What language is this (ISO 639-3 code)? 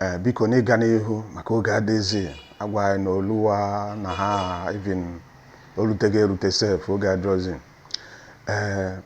ibo